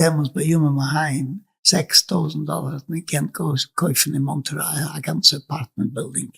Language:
Yiddish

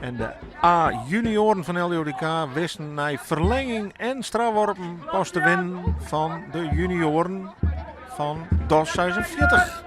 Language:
Western Frisian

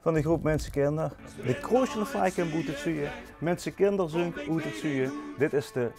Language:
Limburgish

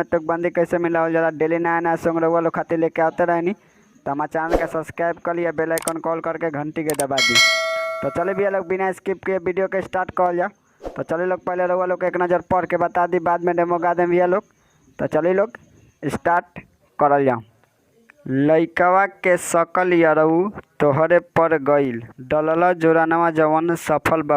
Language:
Bhojpuri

